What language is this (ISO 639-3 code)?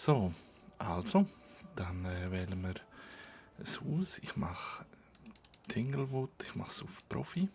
gsw